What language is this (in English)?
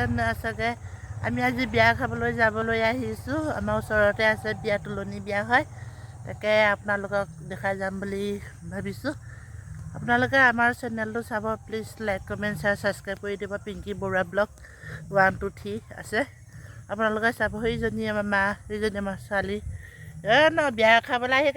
Assamese